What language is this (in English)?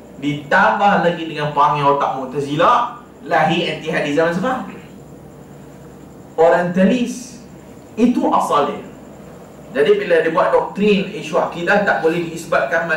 Malay